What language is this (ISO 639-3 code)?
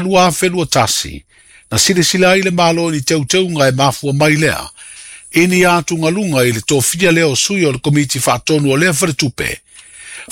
smo